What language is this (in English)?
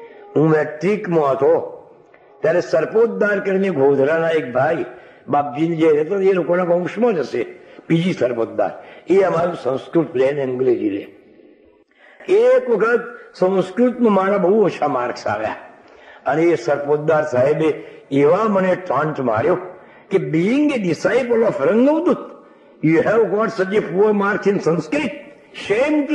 Gujarati